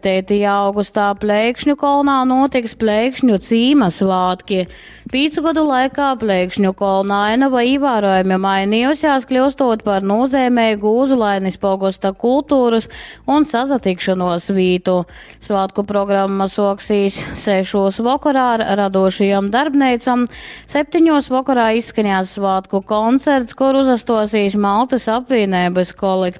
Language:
Latgalian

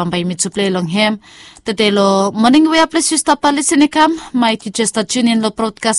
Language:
Bislama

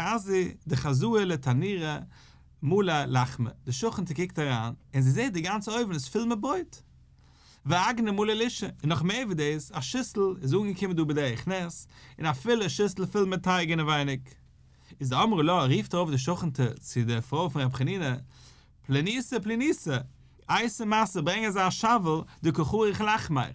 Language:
Yiddish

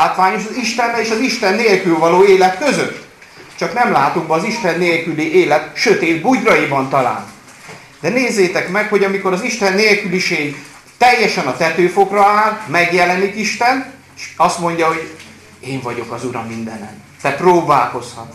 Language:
Hungarian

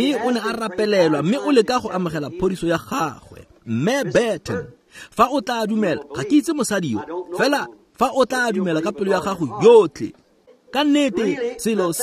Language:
Tswana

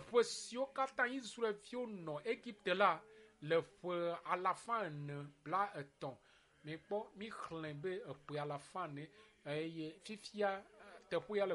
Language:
Ewe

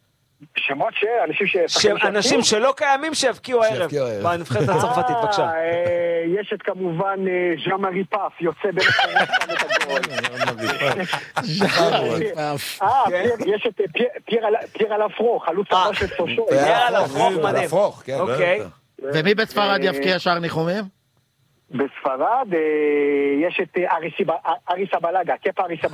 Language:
Hebrew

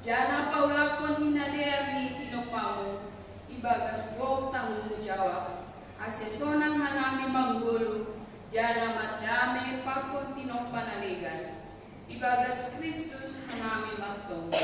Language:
Batak Simalungun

